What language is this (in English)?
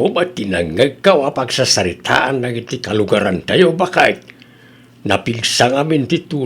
Iloko